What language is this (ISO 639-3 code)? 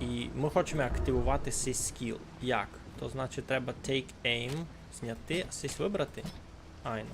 rue